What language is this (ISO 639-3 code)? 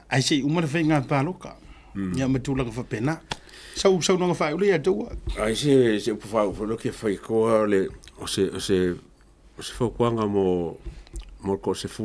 smo